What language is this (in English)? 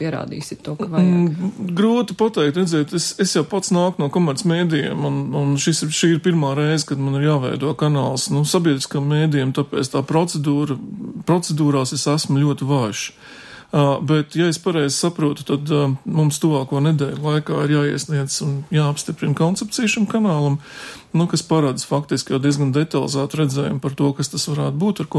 Latvian